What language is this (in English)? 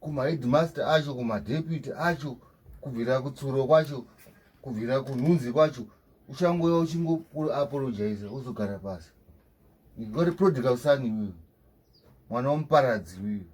Shona